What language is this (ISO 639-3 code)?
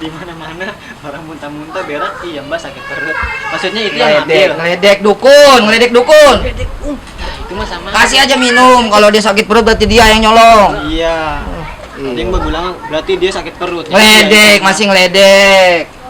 bew